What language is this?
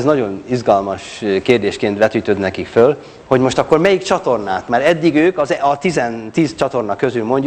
Hungarian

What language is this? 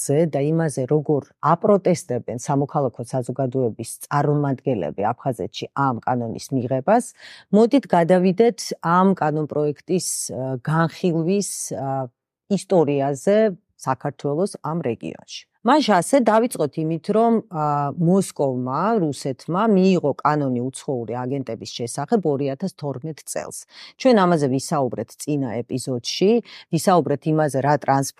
Georgian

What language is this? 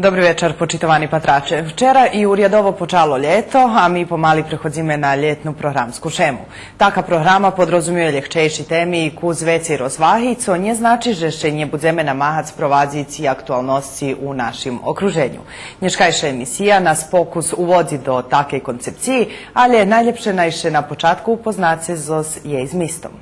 Rusyn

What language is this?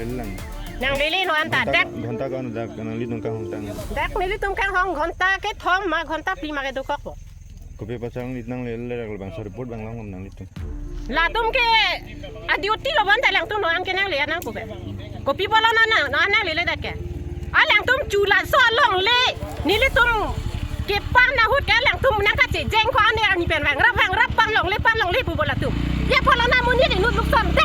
Karbi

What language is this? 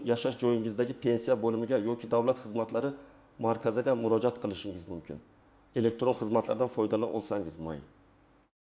Uzbek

